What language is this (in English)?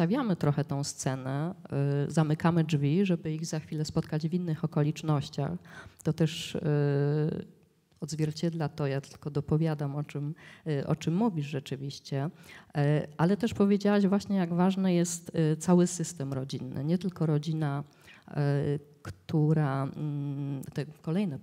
Polish